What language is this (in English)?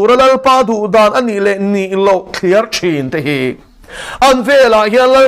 Mizo